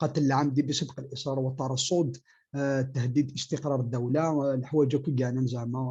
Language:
Kabyle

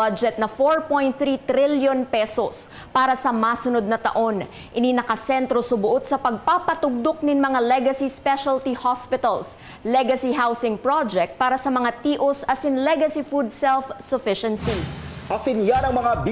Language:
Bikol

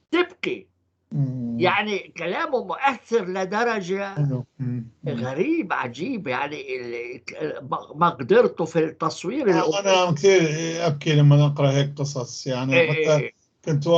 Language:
North Levantine Arabic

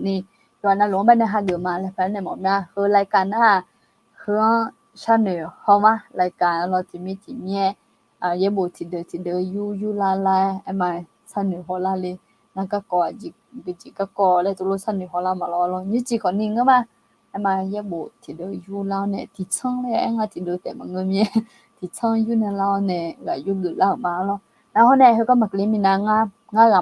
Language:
Akha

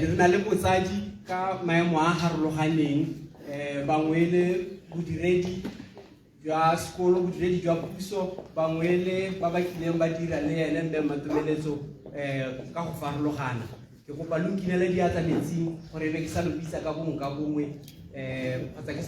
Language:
Tswana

